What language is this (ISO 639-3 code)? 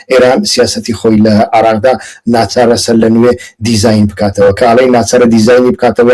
ckb